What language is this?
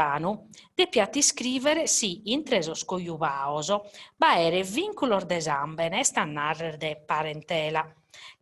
Sardinian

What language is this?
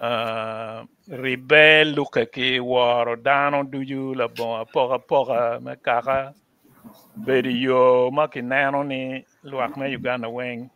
Acoli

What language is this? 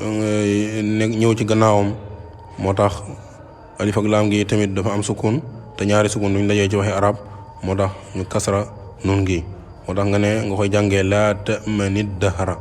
Wolof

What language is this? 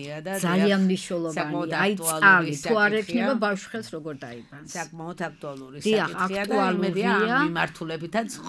Georgian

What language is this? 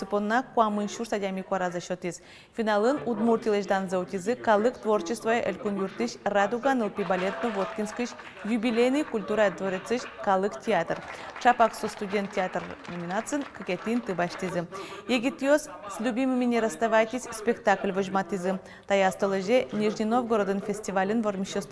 Udmurt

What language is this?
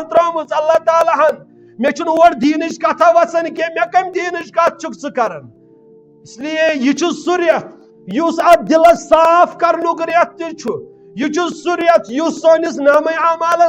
Kashmiri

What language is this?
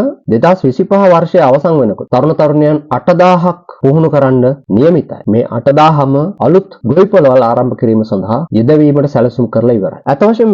Sinhala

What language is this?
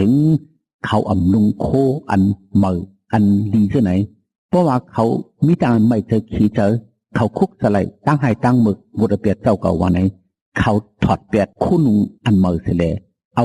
Shan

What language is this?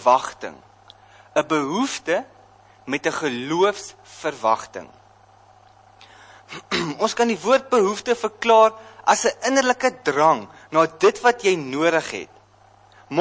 Afrikaans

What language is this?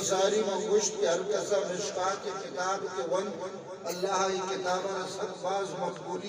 Eastern Balochi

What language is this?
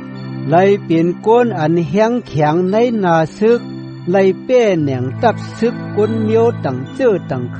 Shan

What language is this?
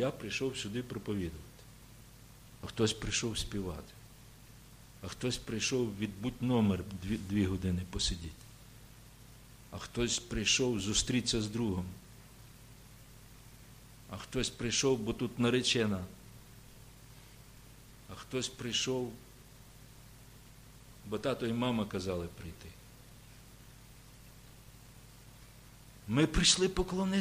Ukrainian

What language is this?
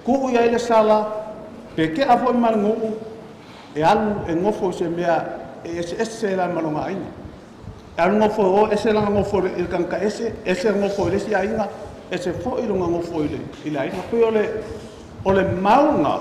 Samoan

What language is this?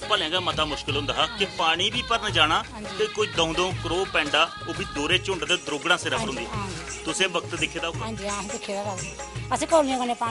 Dogri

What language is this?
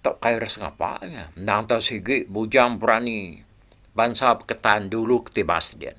Iban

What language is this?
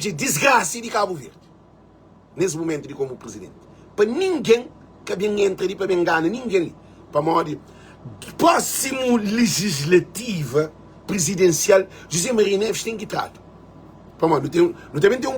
Kabuverdianu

